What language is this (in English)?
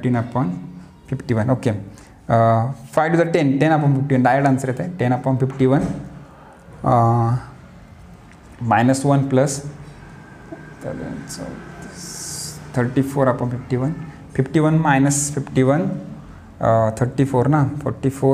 Marathi